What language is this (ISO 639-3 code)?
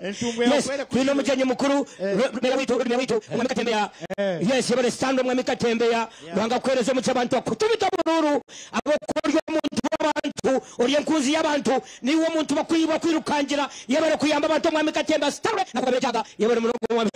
nyn